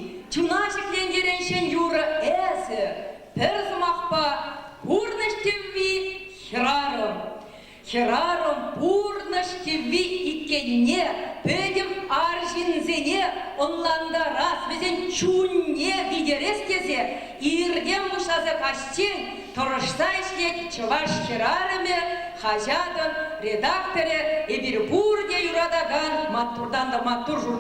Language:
Chuvash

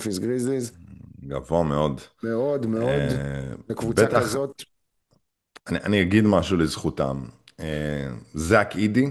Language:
Hebrew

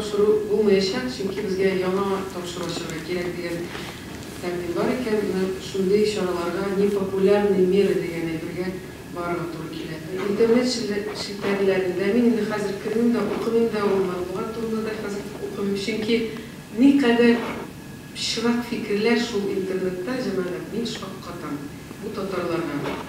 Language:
Tatar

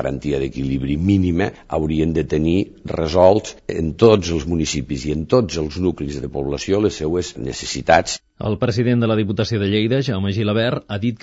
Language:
Catalan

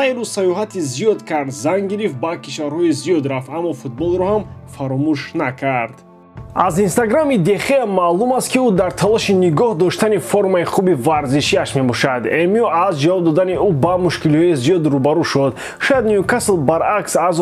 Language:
Tajik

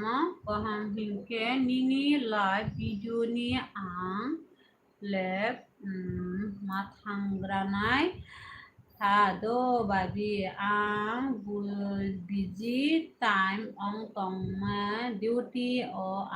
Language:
Kok Borok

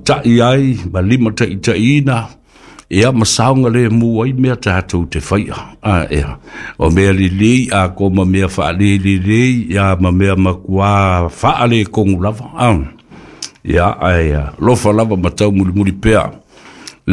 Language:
Samoan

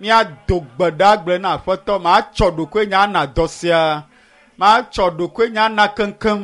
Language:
Ewe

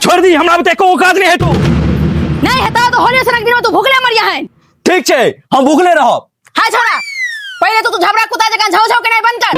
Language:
Maithili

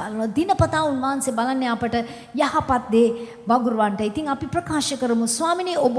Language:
Sinhala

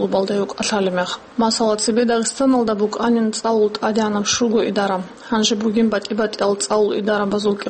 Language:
Avaric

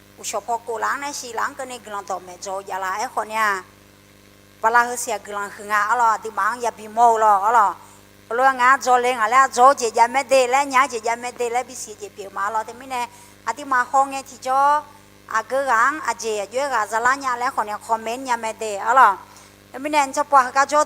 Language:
Akha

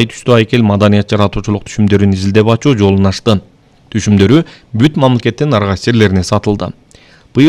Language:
Kyrgyz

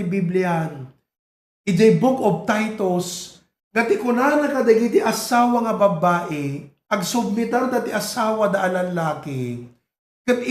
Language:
Iloko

